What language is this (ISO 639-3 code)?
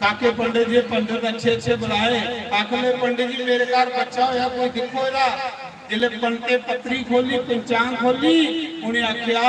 doi